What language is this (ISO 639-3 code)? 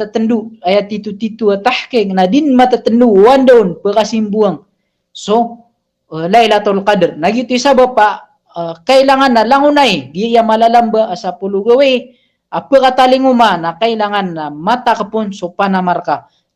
mrw